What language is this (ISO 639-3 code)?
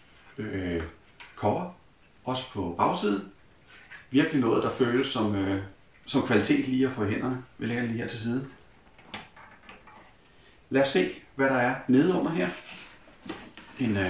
dan